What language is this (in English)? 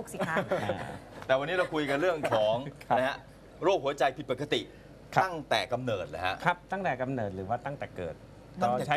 Thai